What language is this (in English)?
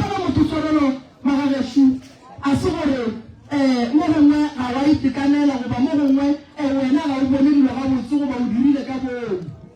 Northern Sotho